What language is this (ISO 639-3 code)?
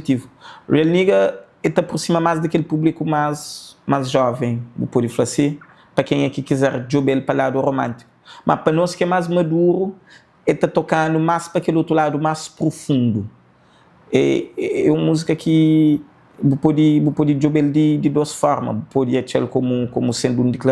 kea